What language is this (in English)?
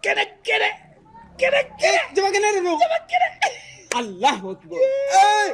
Bambara